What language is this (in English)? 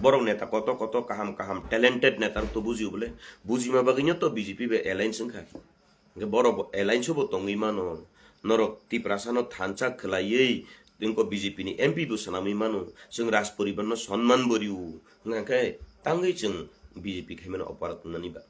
Kok Borok